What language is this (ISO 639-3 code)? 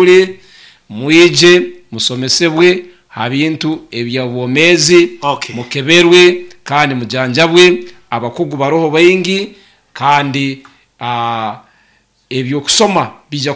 nyo